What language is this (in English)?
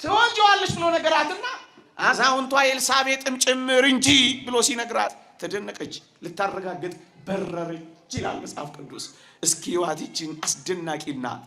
Amharic